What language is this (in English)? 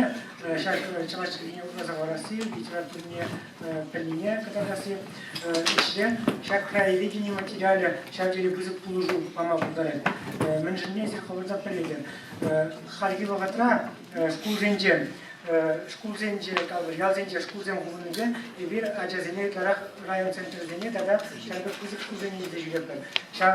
Chuvash